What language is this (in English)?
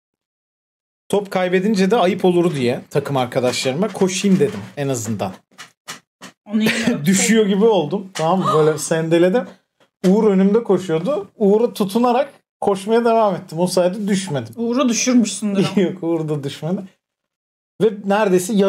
Turkish